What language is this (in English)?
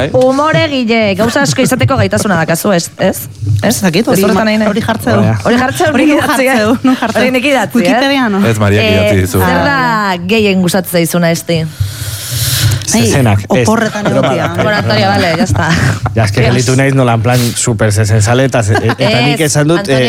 Basque